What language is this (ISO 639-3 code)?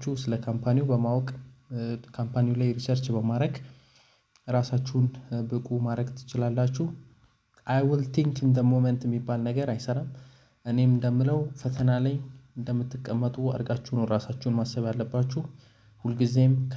amh